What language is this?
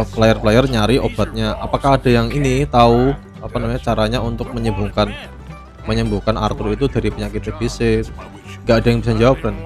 Indonesian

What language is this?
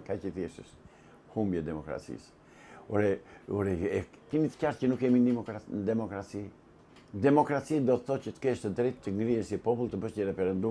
Albanian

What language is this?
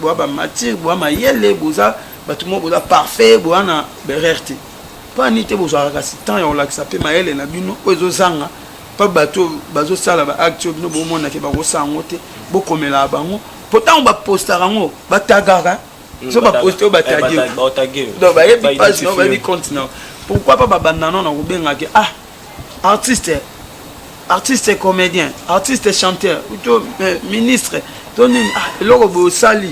Lingala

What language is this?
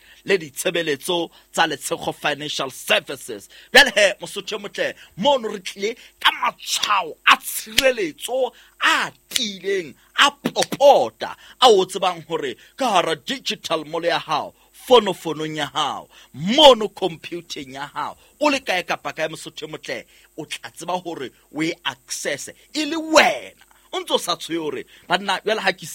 Southern Sotho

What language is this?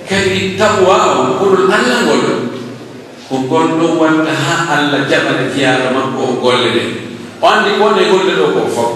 Pular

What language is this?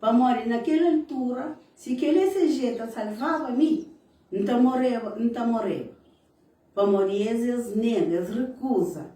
Kabuverdianu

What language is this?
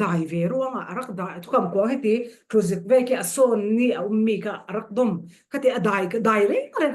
Falam Chin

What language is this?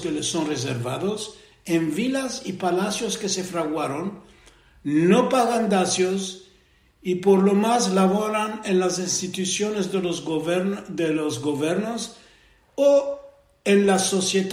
Ladino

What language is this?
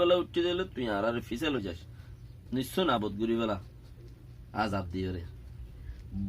Rohingya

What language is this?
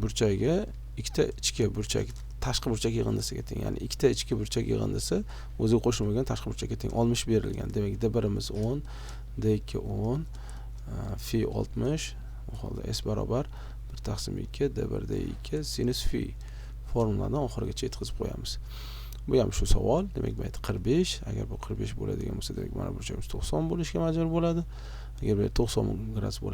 Uzbek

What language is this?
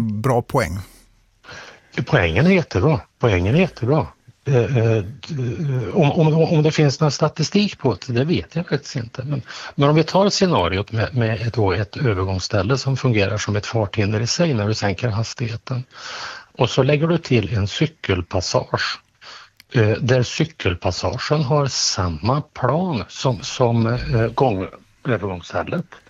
Swedish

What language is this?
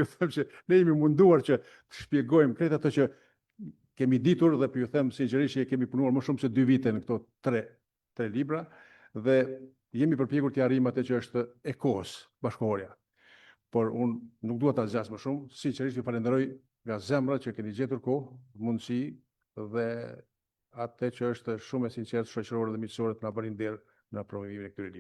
Albanian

